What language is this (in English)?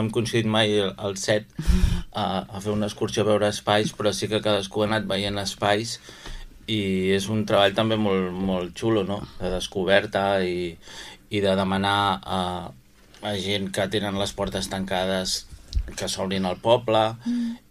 Catalan